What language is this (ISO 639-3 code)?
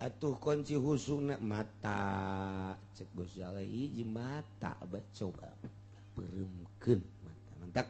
sun